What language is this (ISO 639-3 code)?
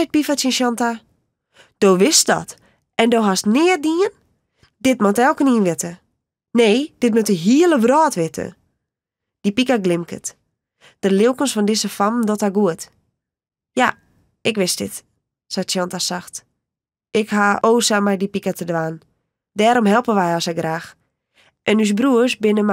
fry